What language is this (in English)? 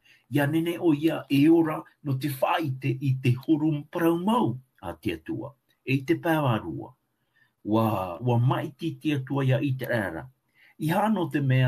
Tahitian